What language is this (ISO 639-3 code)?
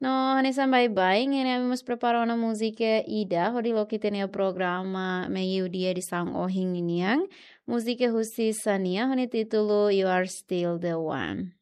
tet